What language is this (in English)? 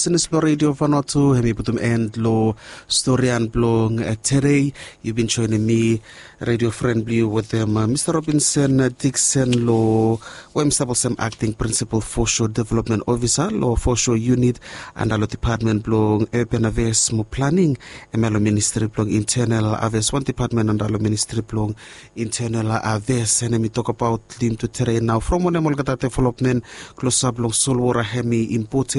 Bislama